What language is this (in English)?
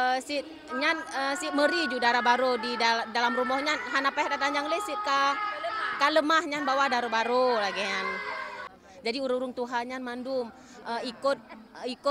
Achinese